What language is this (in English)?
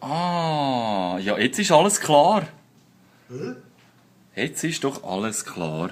Swiss German